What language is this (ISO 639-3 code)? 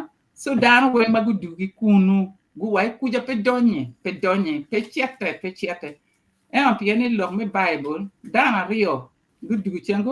ach